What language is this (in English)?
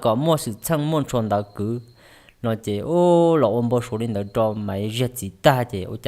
Hmong